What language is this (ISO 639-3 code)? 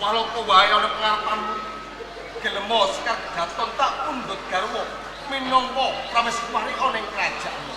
jav